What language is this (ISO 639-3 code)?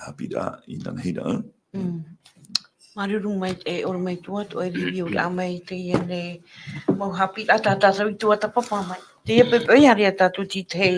tah